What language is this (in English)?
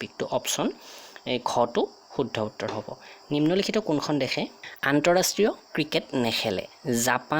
Assamese